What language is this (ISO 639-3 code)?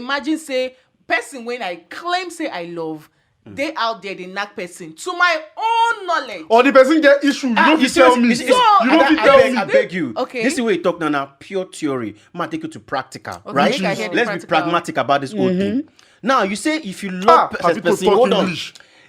pcm